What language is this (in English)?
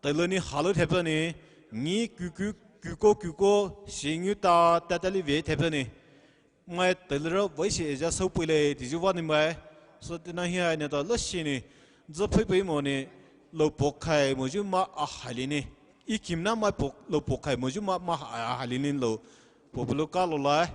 Poumei Naga